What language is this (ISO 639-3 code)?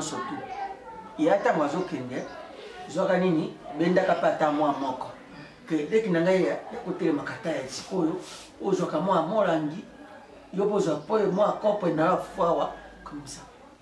lin